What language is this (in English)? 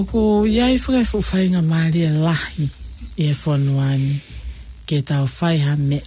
Tongan